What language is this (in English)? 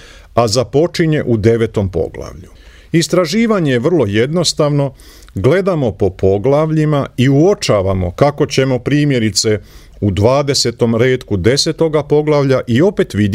Croatian